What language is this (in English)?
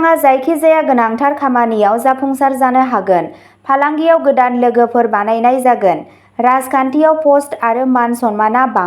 Bodo